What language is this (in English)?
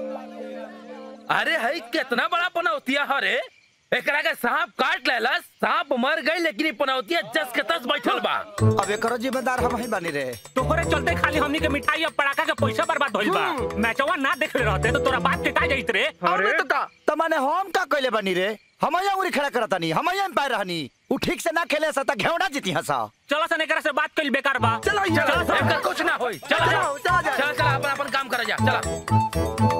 Bhojpuri